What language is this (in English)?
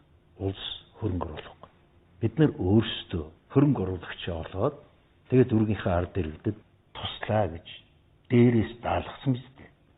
Mongolian